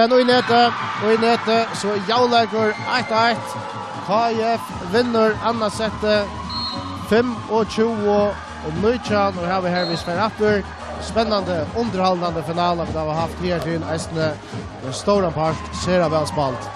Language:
Faroese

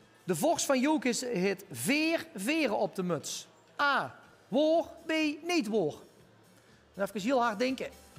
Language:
Limburgish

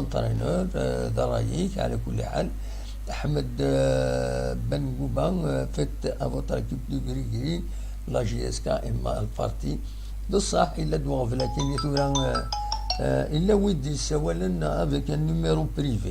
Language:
Kabyle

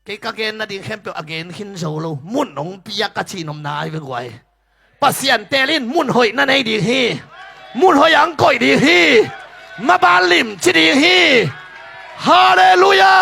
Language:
Tedim Chin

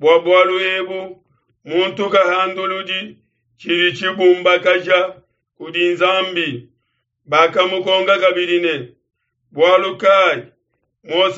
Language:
Luba-Lulua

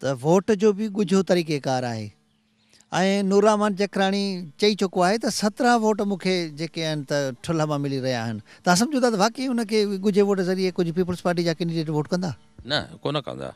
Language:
Sindhi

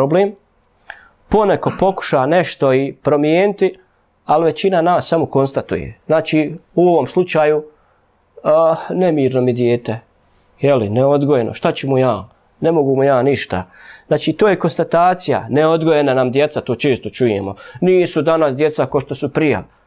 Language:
Bosnian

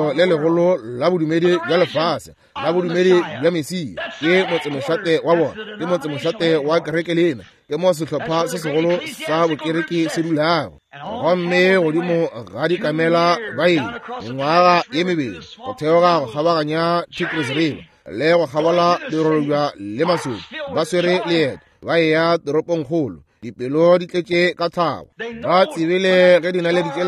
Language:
Northern Sotho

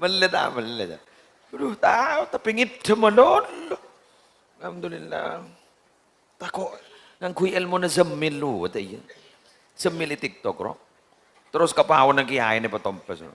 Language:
Madurese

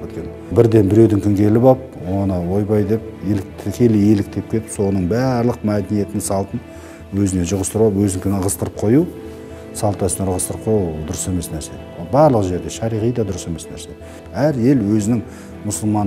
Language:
Kyrgyz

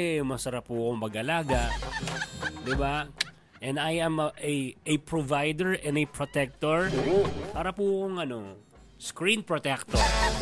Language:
Filipino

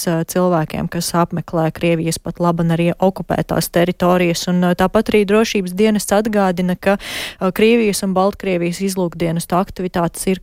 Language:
Latvian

